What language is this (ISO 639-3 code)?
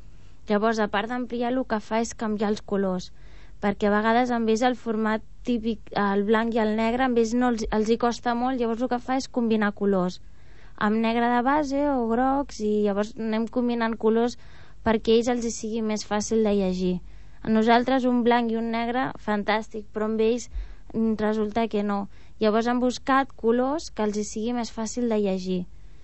cat